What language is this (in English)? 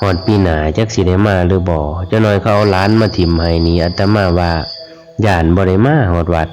Lao